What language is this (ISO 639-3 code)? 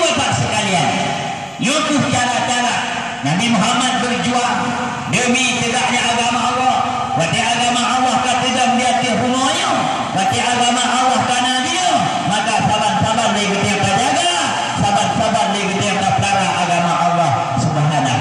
ace